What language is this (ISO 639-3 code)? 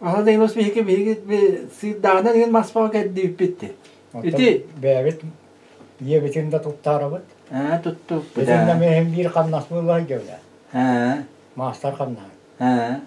sah